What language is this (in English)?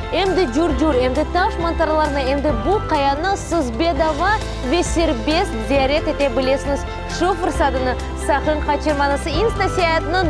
Crimean Tatar